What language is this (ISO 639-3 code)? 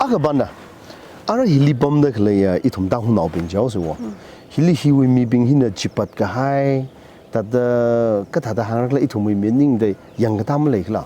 nmf